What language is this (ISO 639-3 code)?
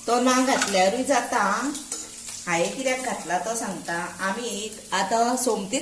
kok